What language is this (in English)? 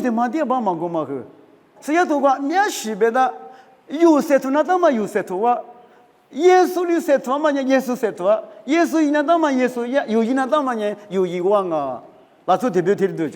Lisu